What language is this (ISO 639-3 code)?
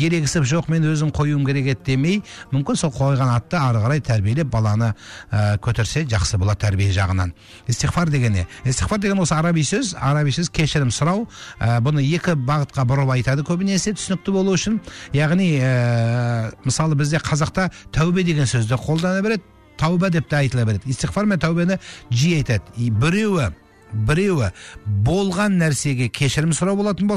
kaz